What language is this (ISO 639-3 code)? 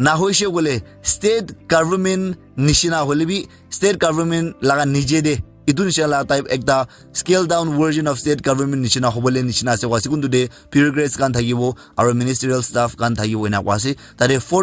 nag